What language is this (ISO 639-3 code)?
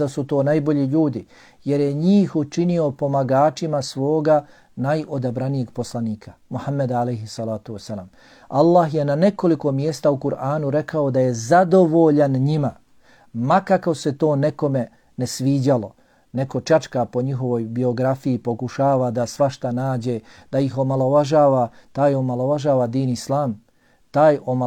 bos